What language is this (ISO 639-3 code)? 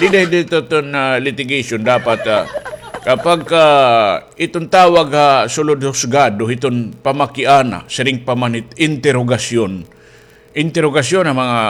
war